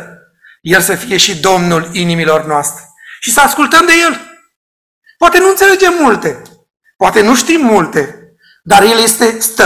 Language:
Romanian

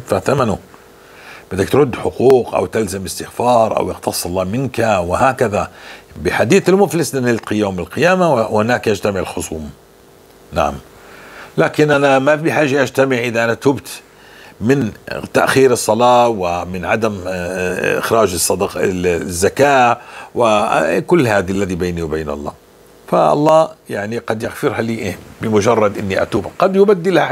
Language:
North Levantine Arabic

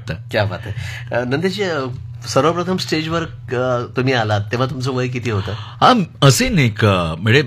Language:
Marathi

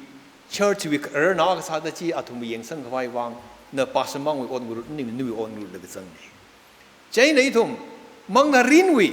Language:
Tangkhul Naga (India)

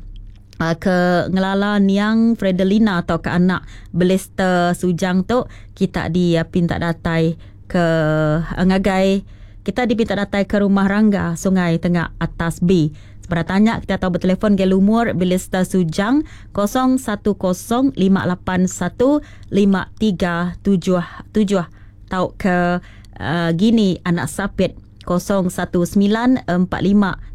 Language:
Iban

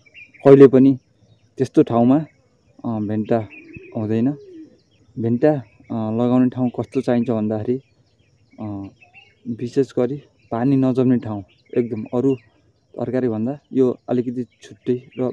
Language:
Nepali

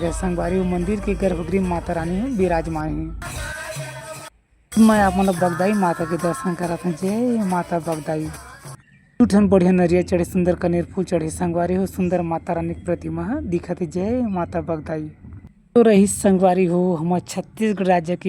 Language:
Chhattisgarhi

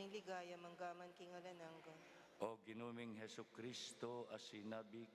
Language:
Pampanga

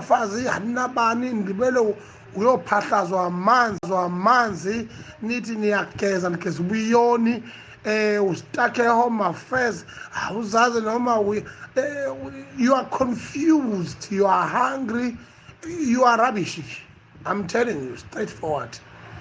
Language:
Zulu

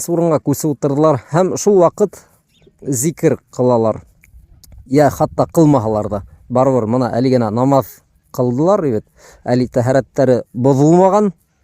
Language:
Bashkir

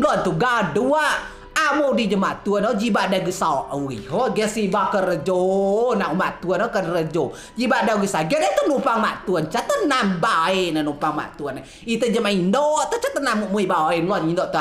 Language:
Rejang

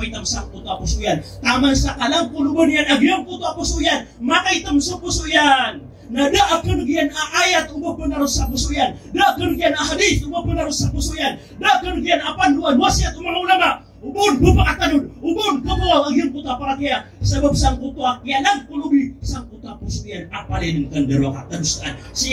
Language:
Maranao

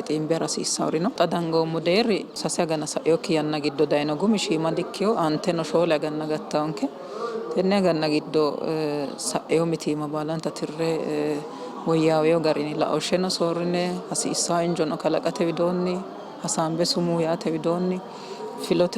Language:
Sidamo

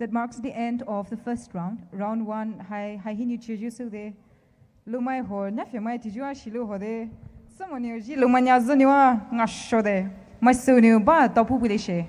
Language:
Poumei Naga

